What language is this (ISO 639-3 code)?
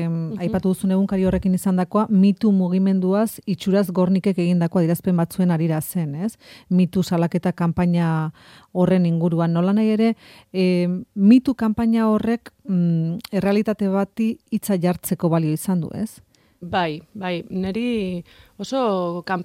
eus